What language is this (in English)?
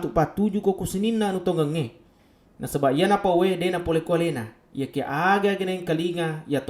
Buginese